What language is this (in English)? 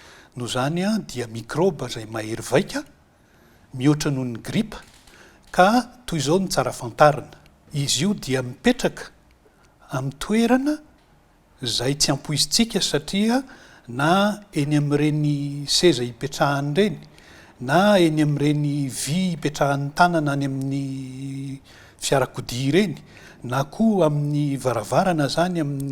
Malagasy